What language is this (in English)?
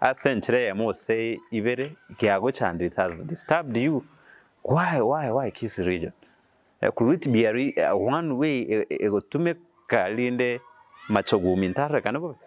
Gusii